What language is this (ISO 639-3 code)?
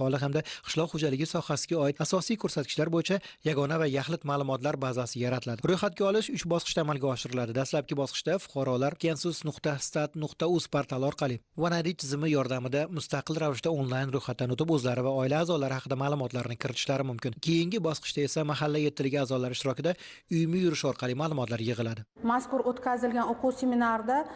uzb